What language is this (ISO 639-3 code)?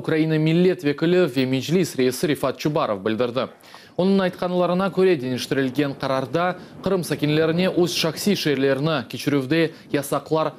crh